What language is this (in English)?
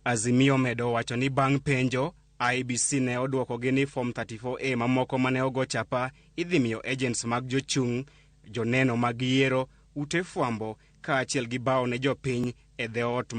Luo (Kenya and Tanzania)